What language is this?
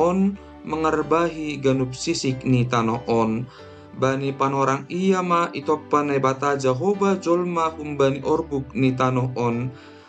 Batak Simalungun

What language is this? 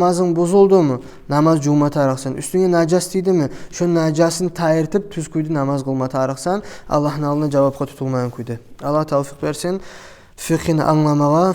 Kumyk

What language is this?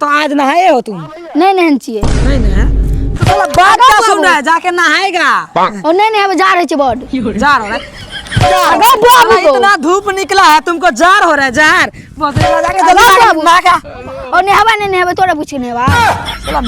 Maithili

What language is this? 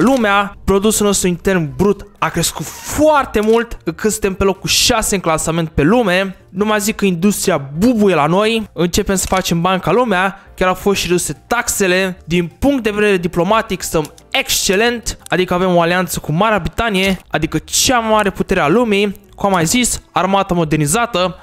Romanian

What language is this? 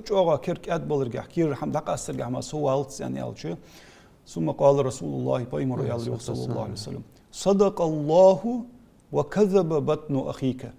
Ingush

